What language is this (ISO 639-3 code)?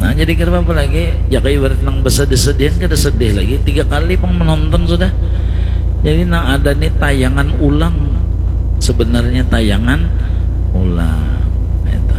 bjn